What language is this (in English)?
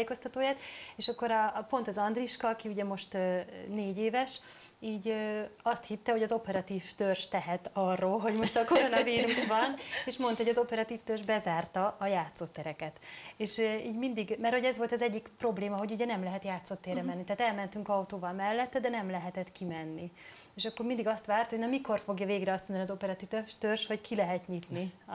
Hungarian